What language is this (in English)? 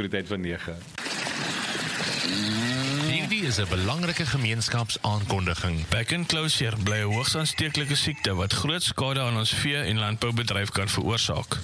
Afrikaans